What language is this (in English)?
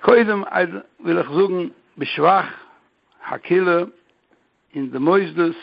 Yiddish